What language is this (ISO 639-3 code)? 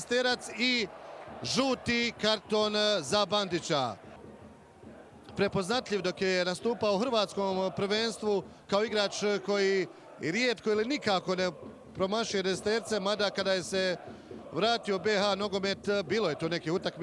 hrv